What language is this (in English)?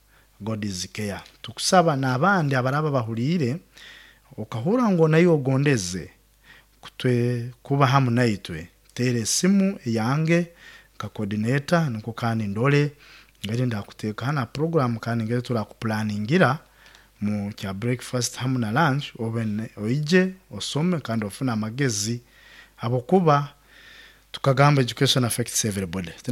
Nyoro